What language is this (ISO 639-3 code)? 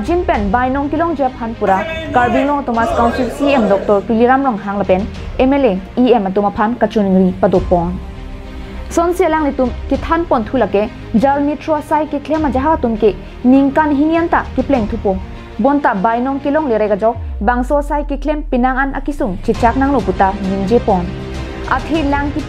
mjw